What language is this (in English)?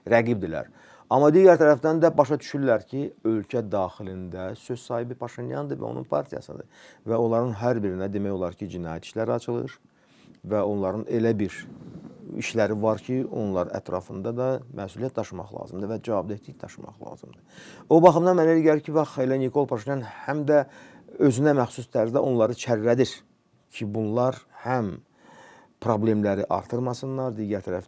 Azerbaijani